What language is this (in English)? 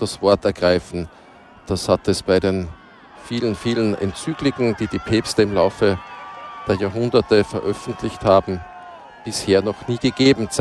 German